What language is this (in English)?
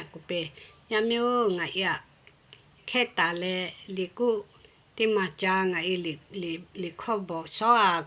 Lahu